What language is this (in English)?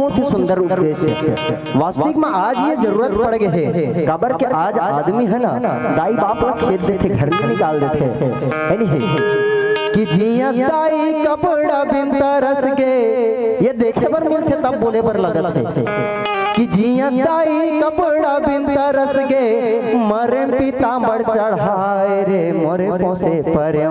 Chhattisgarhi